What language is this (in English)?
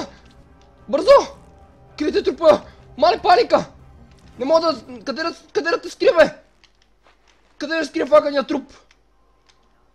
Bulgarian